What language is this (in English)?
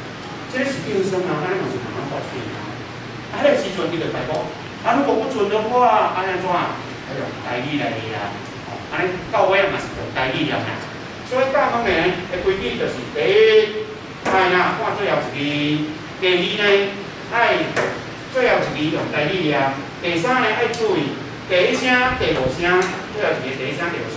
Min Nan Chinese